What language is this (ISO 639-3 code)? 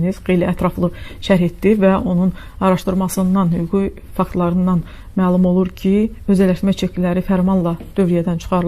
aze